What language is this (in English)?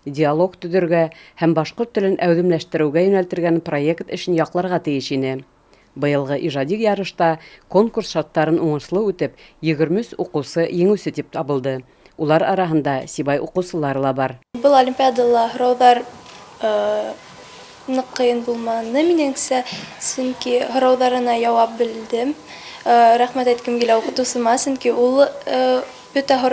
Bashkir